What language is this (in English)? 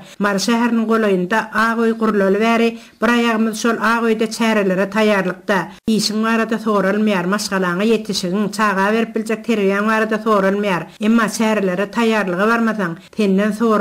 Turkmen